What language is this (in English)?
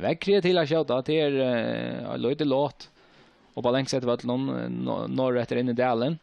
Faroese